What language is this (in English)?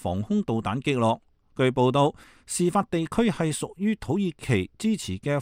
Cantonese